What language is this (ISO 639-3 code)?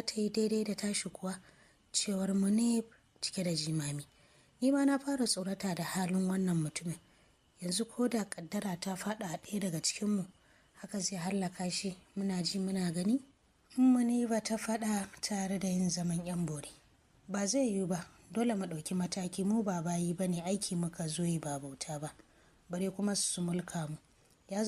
hau